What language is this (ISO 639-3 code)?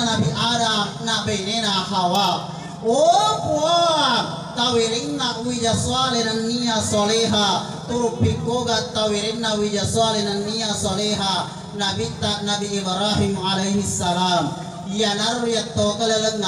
bug